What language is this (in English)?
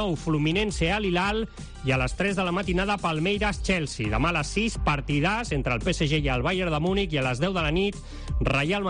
Catalan